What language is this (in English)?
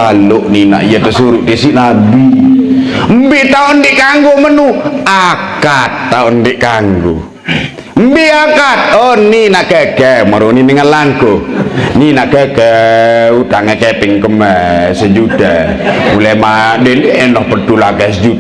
Sasak